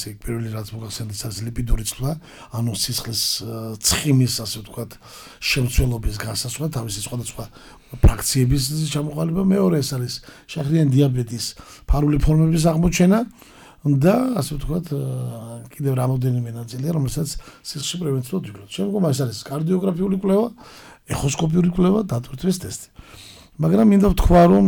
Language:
Georgian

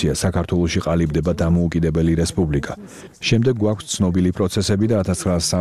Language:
Georgian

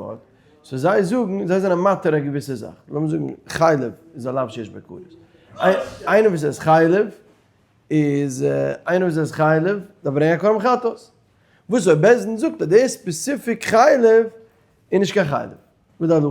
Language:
Yiddish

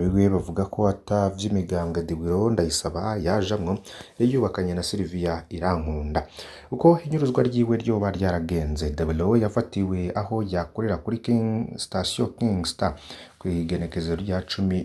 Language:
Rundi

